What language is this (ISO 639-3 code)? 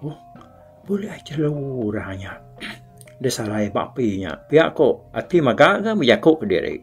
iba